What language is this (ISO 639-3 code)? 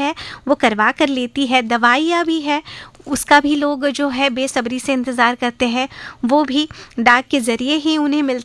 hin